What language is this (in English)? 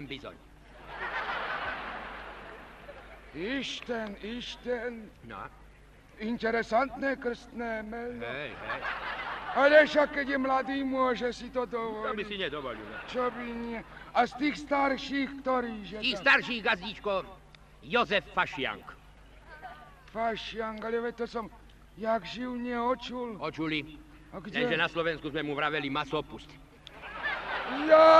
Slovak